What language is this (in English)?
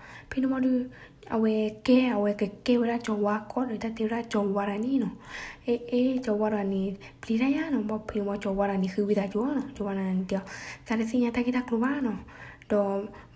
S'gaw Karen